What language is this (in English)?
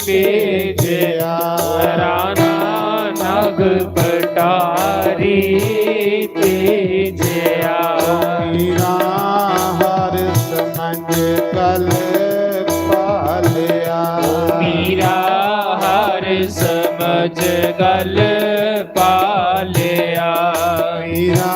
Dogri